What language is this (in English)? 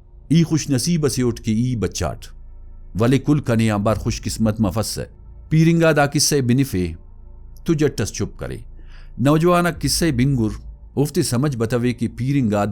Brahui